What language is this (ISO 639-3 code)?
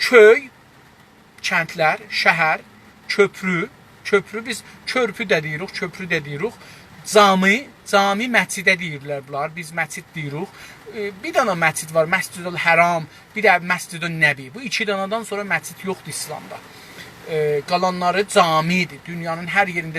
azb